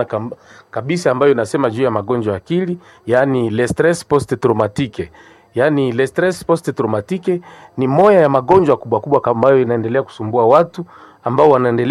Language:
Swahili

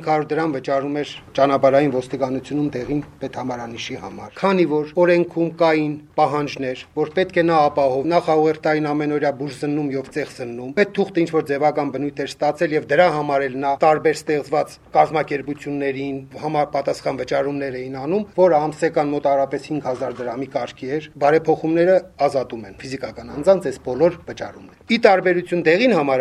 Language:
Armenian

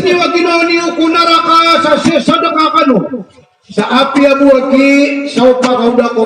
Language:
Maranao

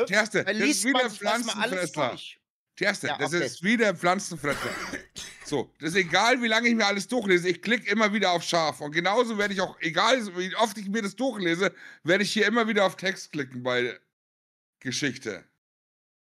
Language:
German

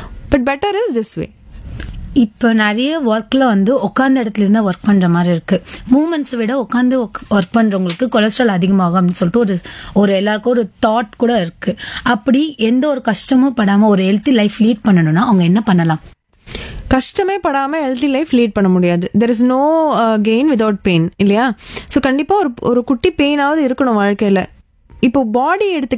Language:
Tamil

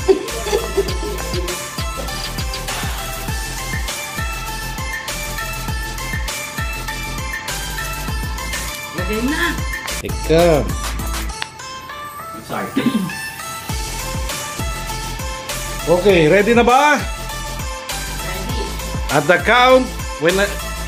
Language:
Filipino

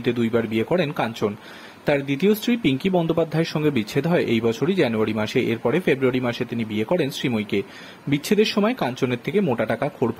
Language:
Bangla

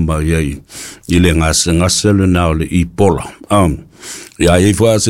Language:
Samoan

